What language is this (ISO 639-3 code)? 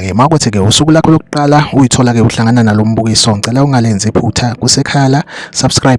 zul